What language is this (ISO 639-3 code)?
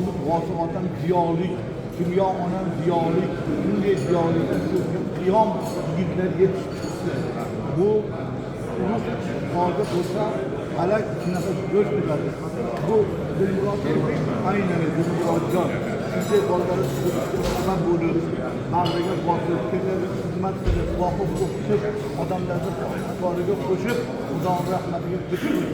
uzb